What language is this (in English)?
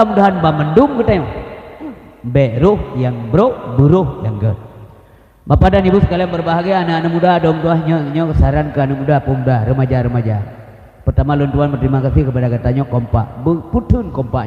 Achinese